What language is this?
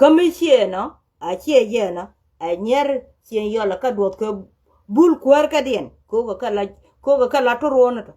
Nuer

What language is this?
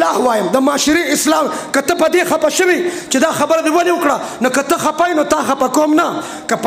Pashto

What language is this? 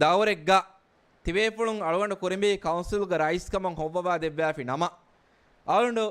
Divehi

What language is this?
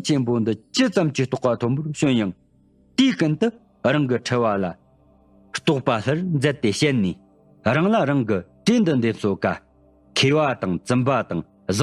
Tibetan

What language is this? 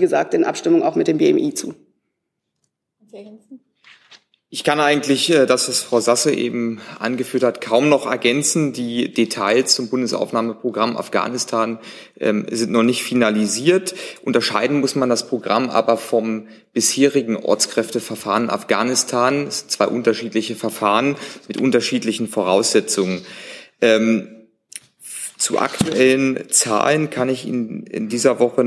German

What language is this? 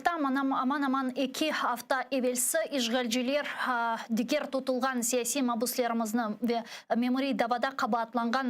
Crimean Tatar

